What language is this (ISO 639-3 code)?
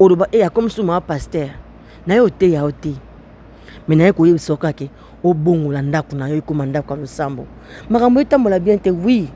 lin